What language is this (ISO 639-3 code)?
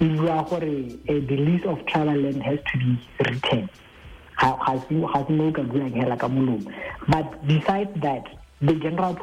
tsn